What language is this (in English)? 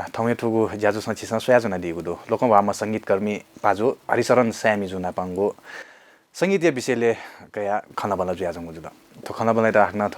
Newari